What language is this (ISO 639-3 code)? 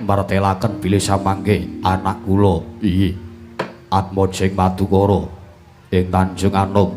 jav